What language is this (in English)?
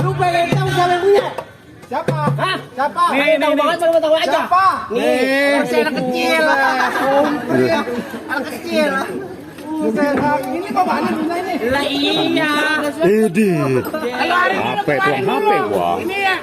Betawi